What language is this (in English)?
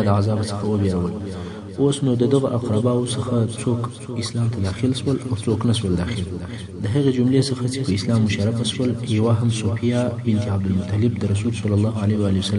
Pashto